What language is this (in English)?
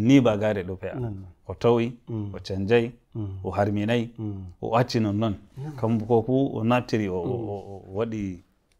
Nigerian Fulfulde